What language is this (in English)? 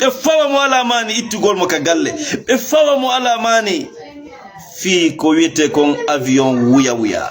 Fula